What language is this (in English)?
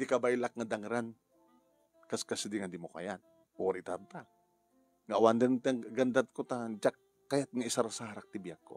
Iloko